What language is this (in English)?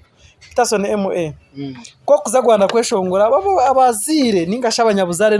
Nyankole